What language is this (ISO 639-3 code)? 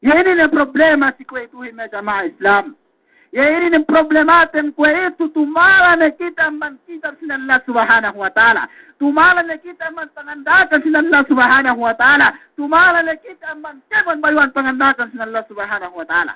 yka